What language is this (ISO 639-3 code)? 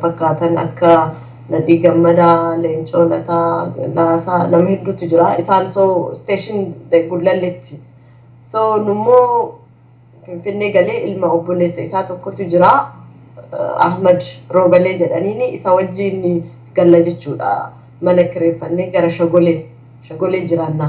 orm